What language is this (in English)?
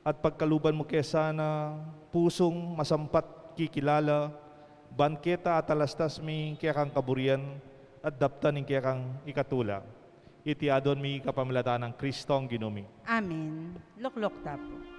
Pampanga